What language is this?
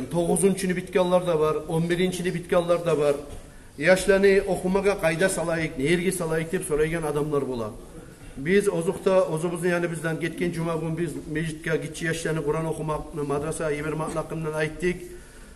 Kumyk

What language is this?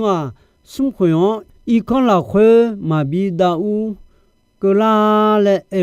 Akha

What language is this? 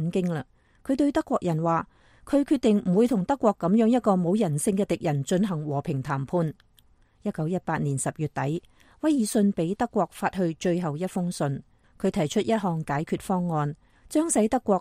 Cantonese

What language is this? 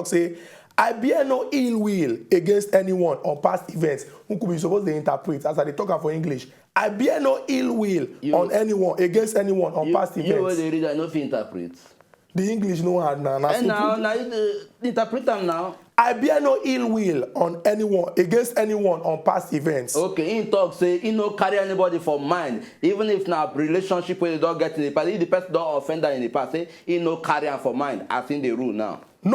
Nigerian Pidgin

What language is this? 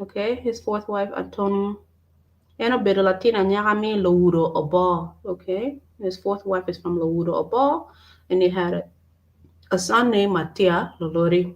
Acoli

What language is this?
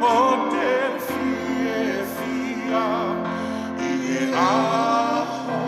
Tongan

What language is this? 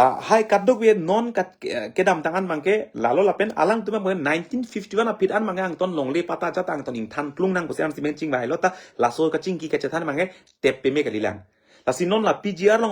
Karbi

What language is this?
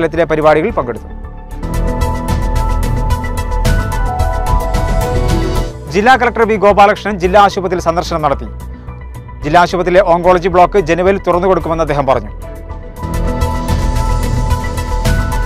Malayalam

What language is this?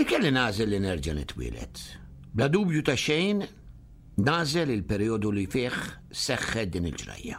Maltese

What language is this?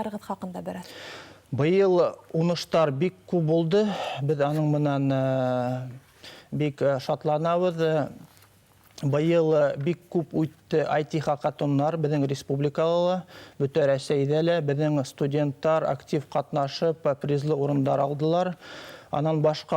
Bashkir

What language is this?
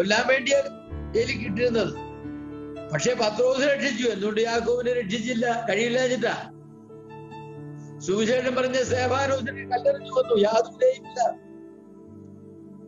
Malayalam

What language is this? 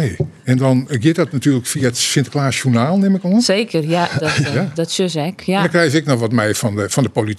Western Frisian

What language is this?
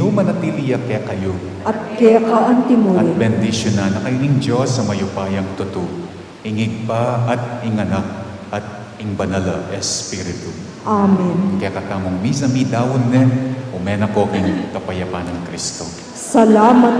Pampanga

